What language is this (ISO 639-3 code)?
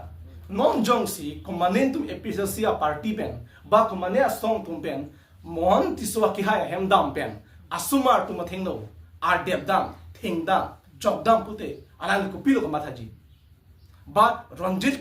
mjw